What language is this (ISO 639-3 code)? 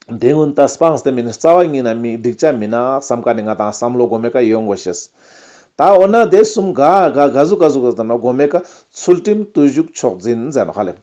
lbj